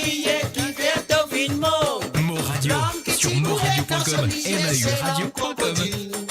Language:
Morisyen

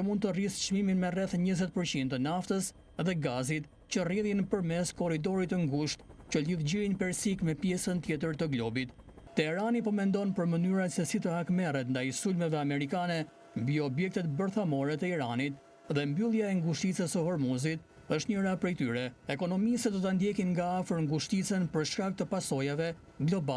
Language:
Albanian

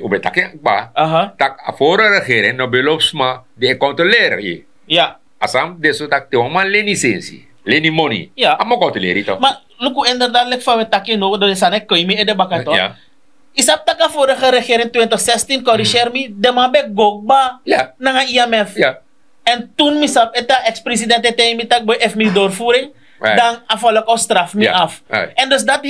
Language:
Sranan Tongo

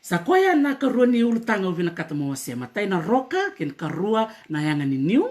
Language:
Fijian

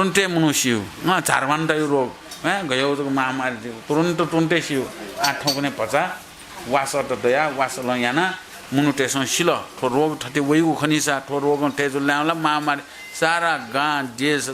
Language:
Newari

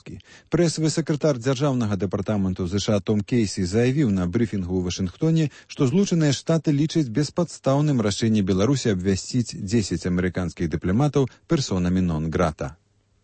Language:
Belarusian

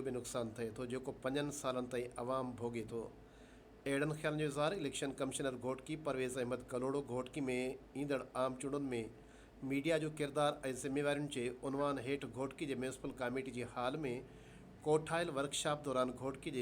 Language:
Sindhi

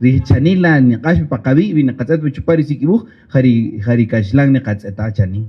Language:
Kaqchikel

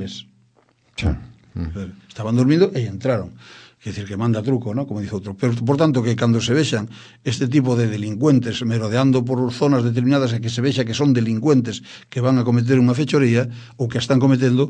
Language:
Galician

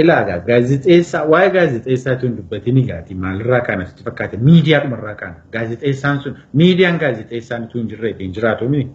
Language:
Oromo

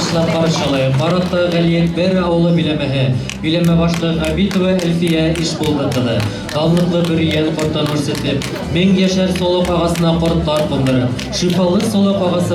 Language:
Bashkir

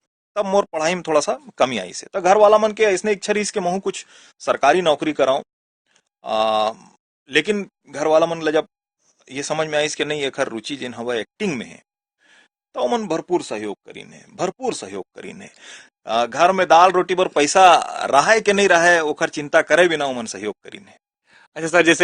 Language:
Chhattisgarhi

